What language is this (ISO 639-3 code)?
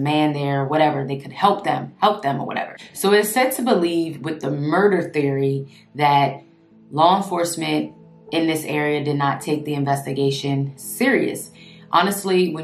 eng